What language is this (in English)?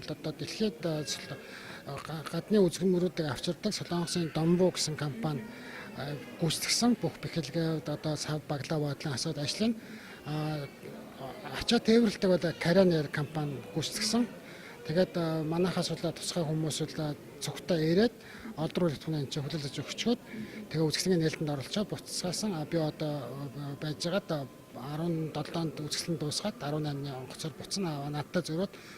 Mongolian